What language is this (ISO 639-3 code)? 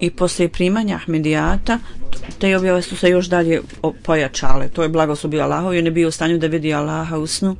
bos